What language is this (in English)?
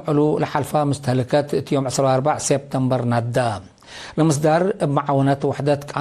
Tigre